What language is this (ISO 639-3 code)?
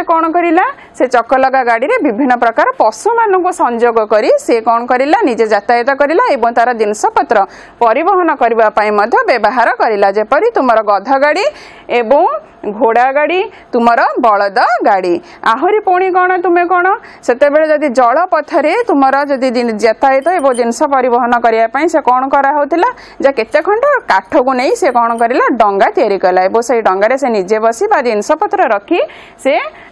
ori